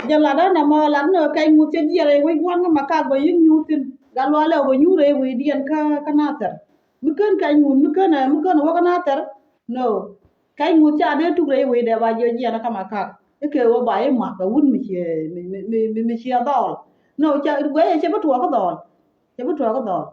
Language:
Nuer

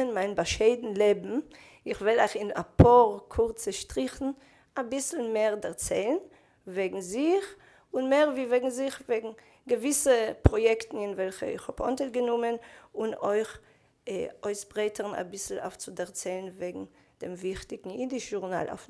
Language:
Yiddish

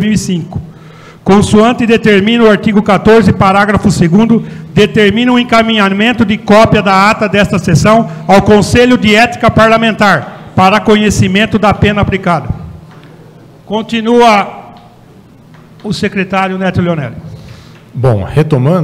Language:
Portuguese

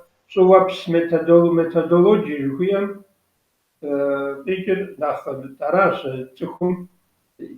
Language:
Kabardian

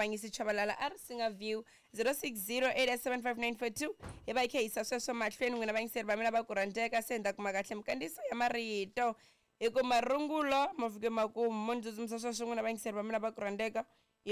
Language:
Tsonga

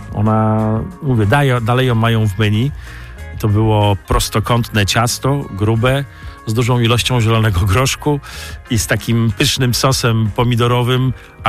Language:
Polish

